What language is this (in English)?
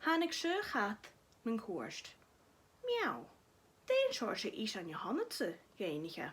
Scottish Gaelic